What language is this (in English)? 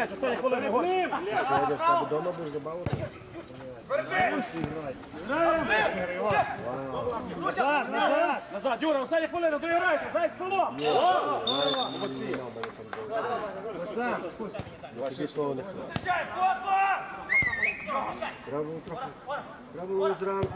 Ukrainian